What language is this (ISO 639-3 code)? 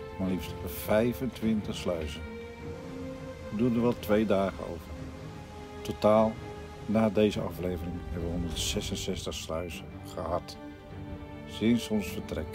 nld